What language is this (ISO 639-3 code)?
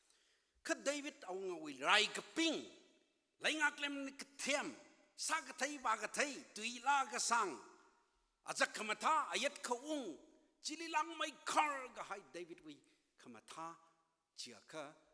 nmf